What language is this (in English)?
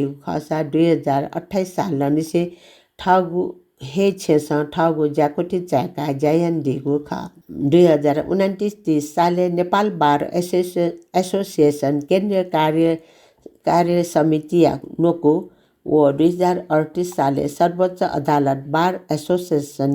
Newari